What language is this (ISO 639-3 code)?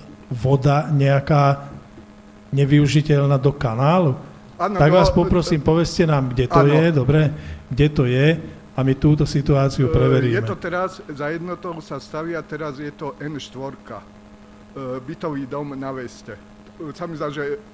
slk